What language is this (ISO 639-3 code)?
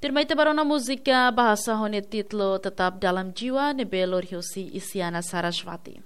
tet